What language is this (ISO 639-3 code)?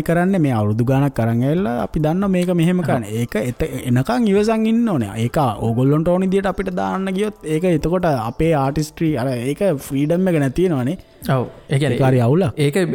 sin